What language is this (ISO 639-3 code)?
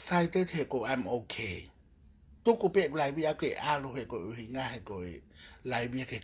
ton